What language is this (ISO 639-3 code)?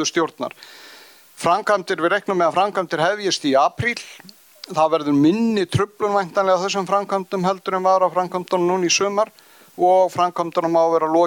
isl